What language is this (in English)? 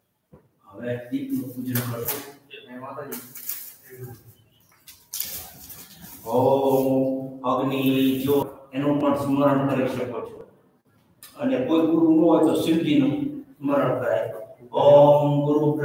Gujarati